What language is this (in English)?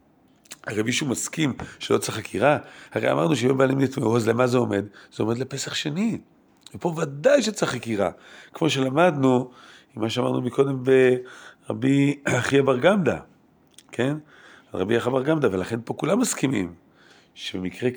Hebrew